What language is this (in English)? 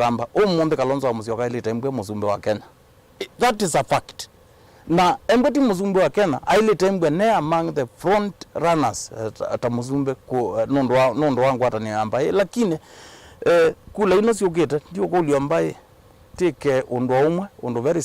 Kamba